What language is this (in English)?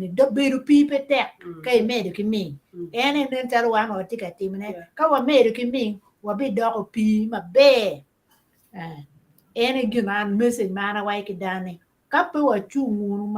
Acoli